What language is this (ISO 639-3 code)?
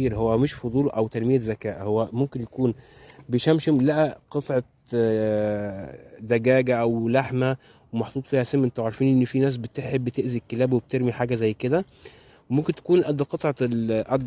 arz